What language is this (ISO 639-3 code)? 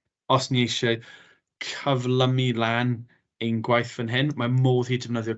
cym